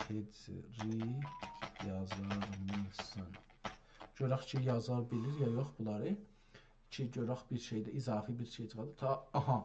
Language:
South Azerbaijani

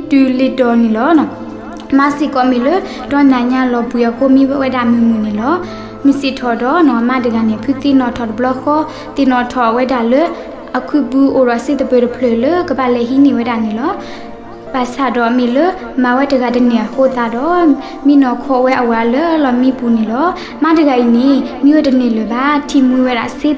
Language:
S'gaw Karen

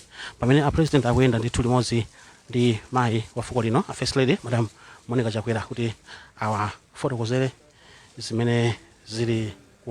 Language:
Nyanja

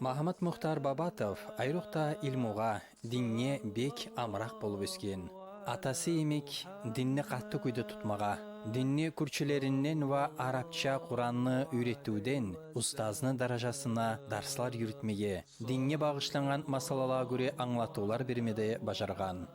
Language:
Kumyk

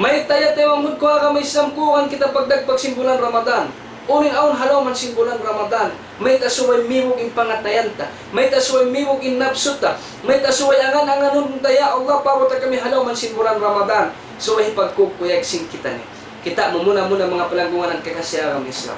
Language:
Tausug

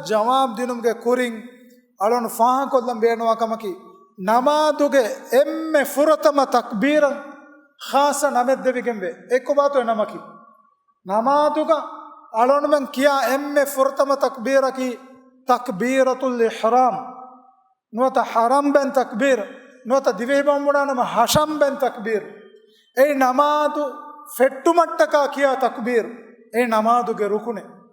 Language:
Divehi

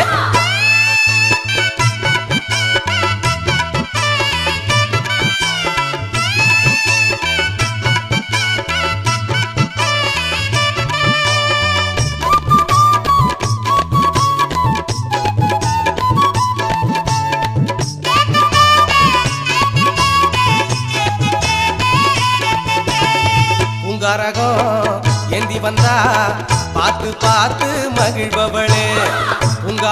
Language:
Tamil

